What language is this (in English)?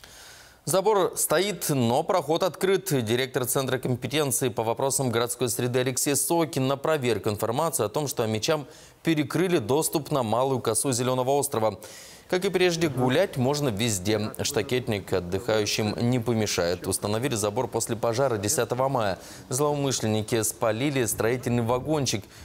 Russian